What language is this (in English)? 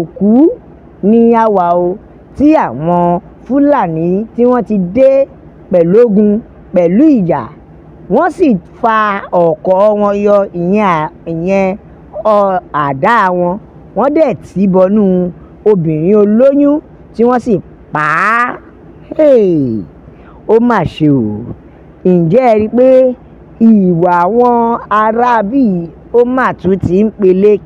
Yoruba